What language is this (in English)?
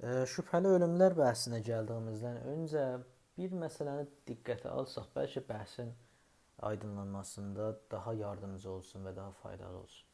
South Azerbaijani